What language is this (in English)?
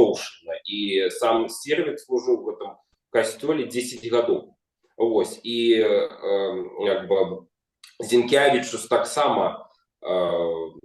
Belarusian